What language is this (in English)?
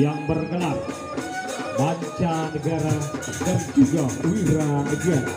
Sasak